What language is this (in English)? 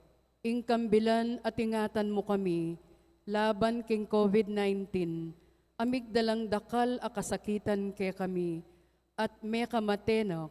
Pampanga